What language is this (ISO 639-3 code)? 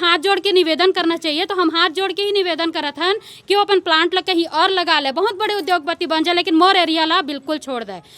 hne